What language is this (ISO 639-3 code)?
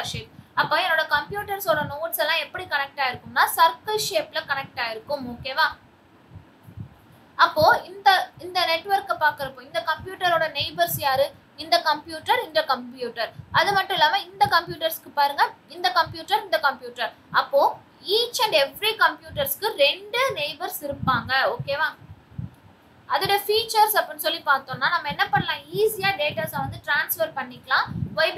tam